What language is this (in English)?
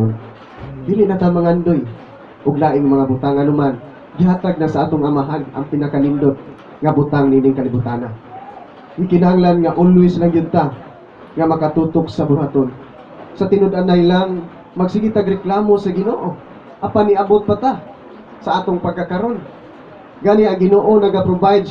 Cebuano